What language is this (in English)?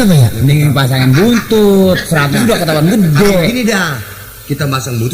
Betawi